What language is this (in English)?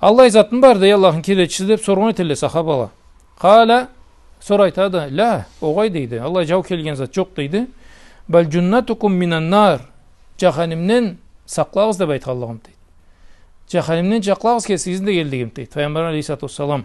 Karachay-Balkar